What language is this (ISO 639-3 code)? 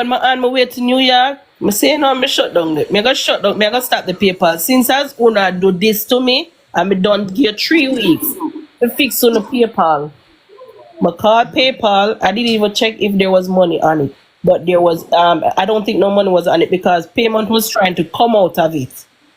jam